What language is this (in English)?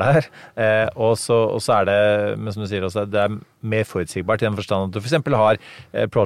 Norwegian